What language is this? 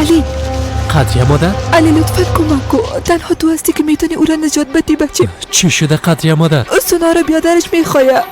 Persian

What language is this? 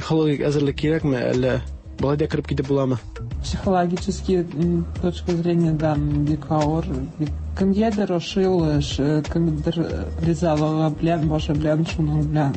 Tatar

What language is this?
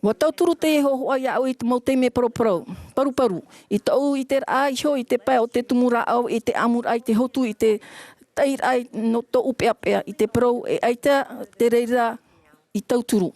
Tahitian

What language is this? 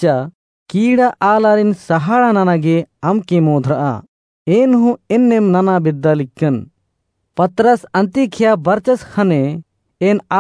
Kurukh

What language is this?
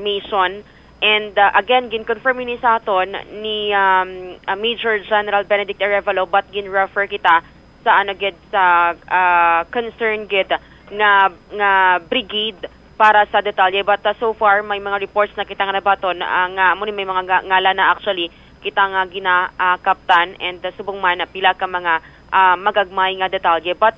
Hiligaynon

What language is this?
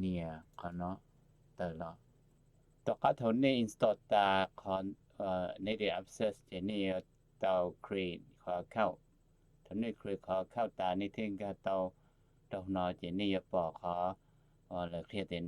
Hmong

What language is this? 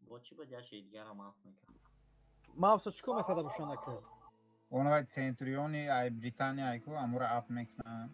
Tajik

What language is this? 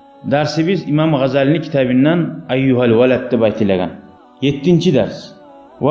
Kumyk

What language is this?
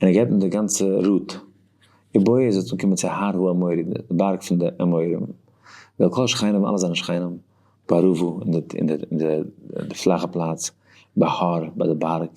Yiddish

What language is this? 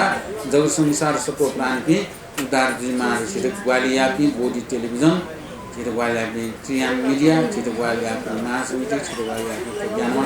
Newari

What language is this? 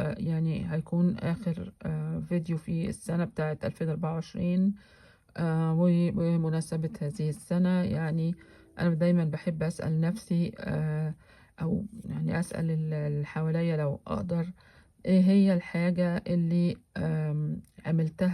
Egyptian Arabic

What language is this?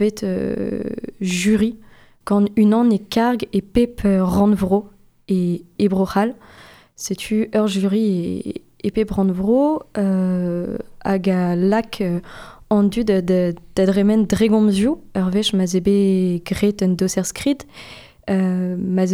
Breton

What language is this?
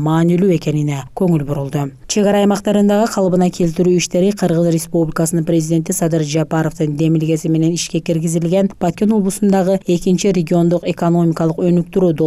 Kyrgyz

